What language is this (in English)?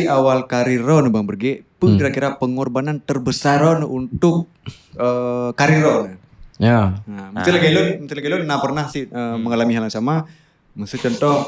Achinese